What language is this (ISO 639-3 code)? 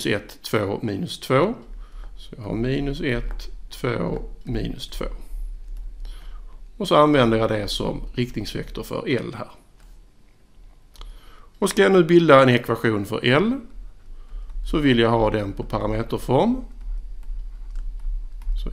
swe